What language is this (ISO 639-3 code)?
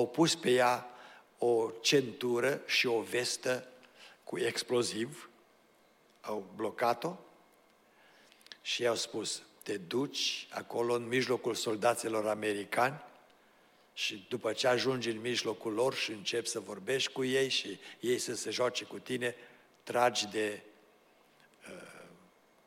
ron